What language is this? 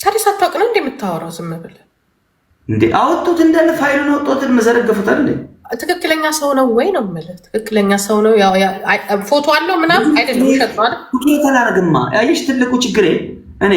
Amharic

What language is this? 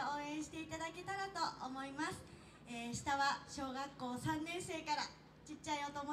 Japanese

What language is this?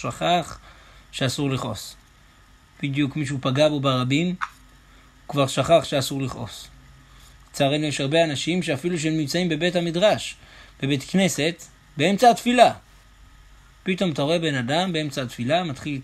Hebrew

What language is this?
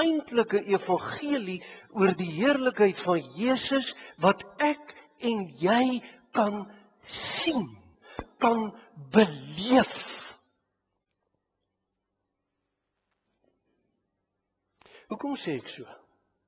Afrikaans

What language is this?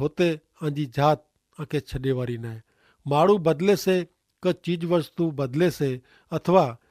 Kachhi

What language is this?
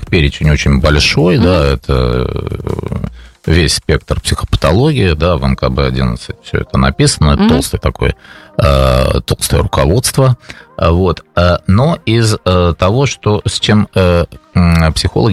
Russian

